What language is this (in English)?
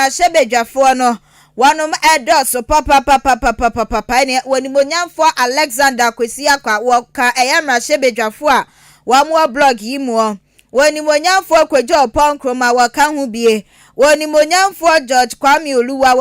Akan